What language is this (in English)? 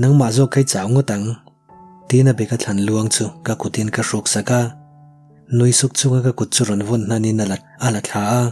Mizo